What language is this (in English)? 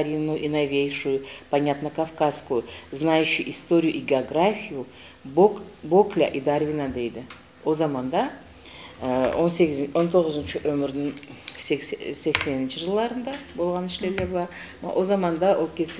Karachay-Balkar